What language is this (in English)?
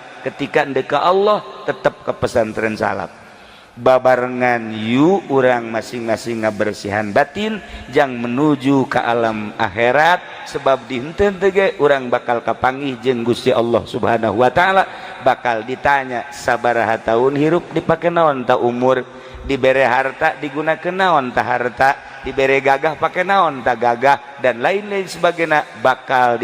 Sundanese